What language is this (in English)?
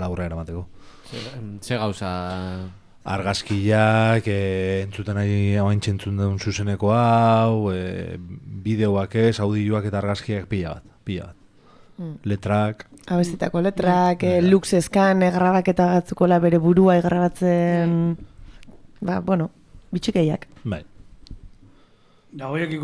Basque